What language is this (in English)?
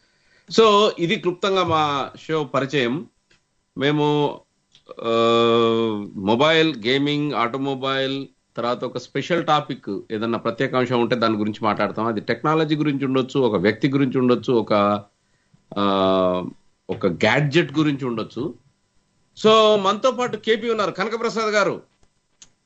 Telugu